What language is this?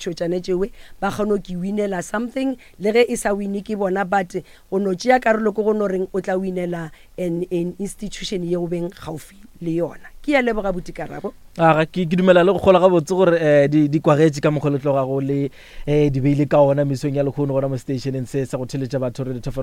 Northern Sotho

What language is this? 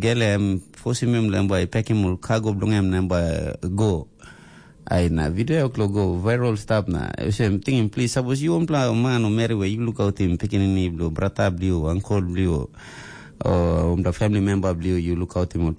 Tok Pisin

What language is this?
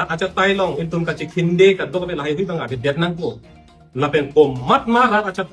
Karbi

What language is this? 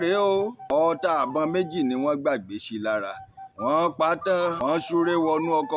Yoruba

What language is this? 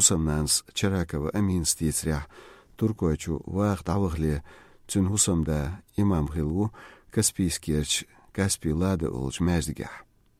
Chechen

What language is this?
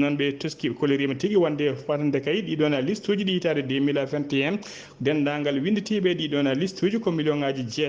Fula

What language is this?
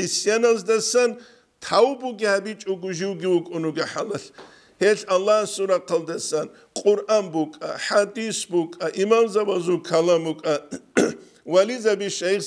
Avaric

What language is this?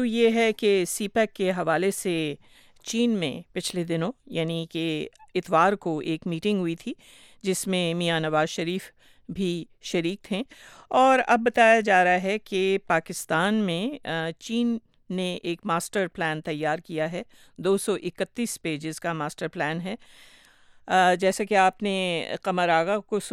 Urdu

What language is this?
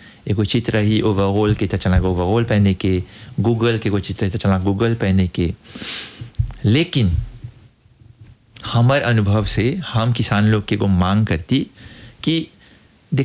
Bhojpuri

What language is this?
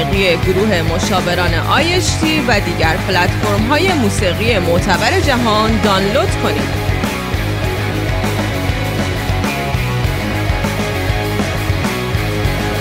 Persian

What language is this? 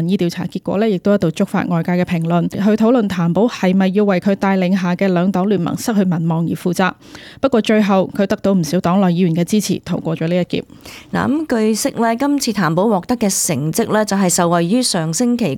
Cantonese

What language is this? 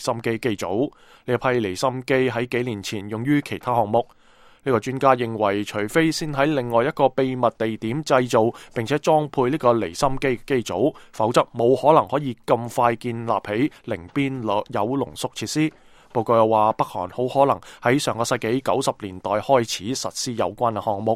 Cantonese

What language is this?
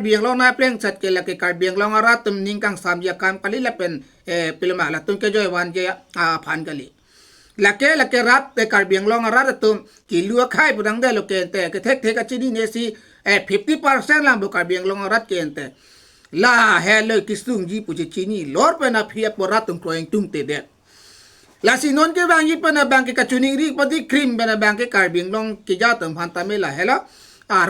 Karbi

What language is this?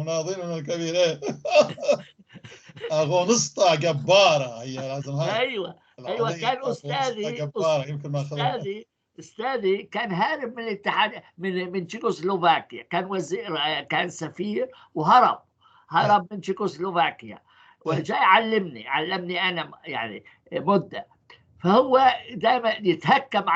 North Levantine Arabic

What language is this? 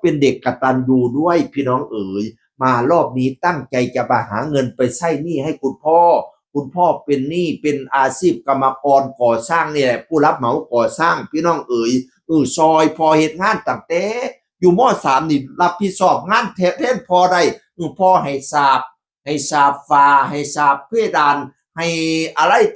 Northeastern Thai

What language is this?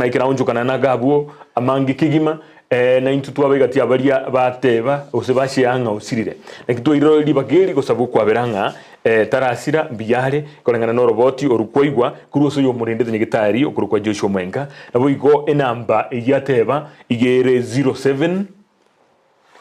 Gusii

